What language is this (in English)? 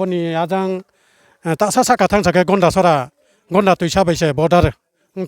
Riang (India)